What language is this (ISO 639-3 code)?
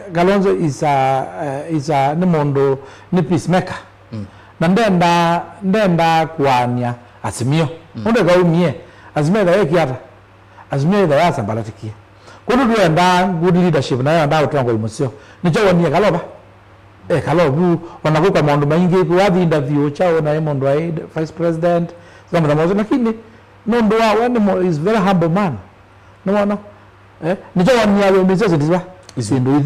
kam